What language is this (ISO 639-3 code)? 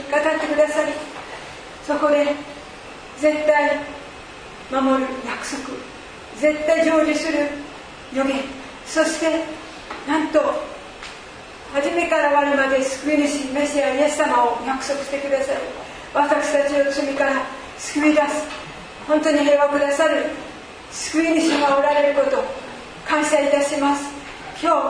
jpn